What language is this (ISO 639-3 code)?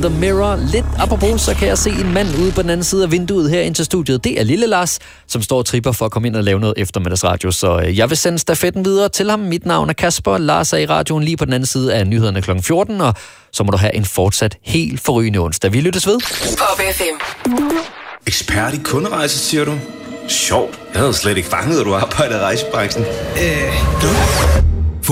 dan